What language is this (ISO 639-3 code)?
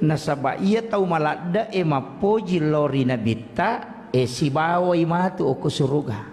bug